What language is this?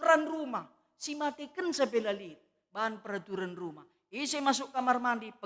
Batak Karo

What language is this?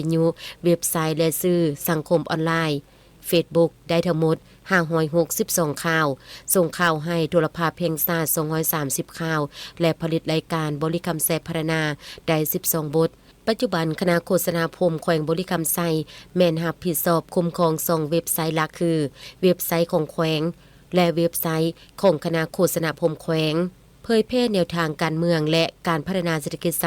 Lao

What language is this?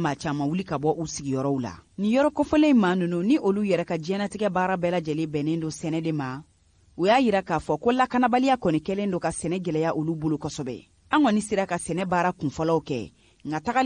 Bambara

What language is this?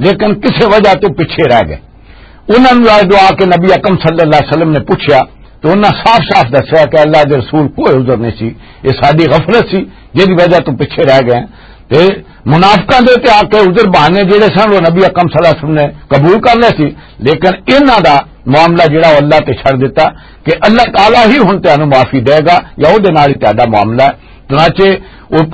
Western Panjabi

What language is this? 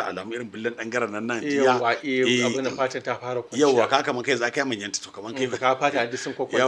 Hausa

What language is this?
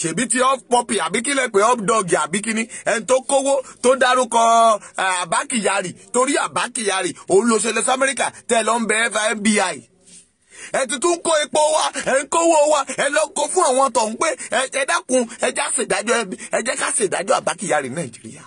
Yoruba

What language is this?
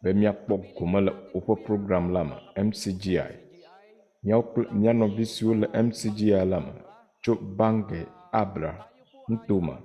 Ewe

